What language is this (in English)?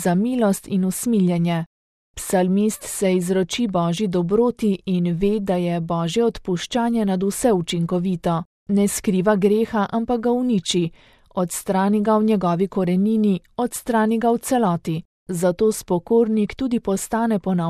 Slovenian